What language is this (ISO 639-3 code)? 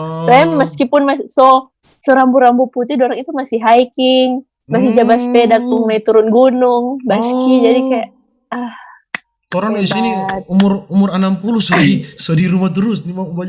xmm